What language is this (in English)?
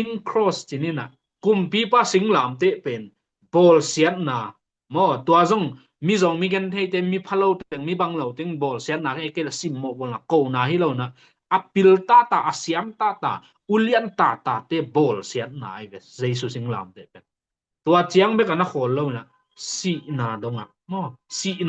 Tedim Chin